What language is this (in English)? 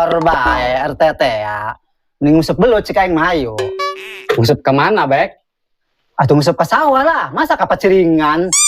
Sundanese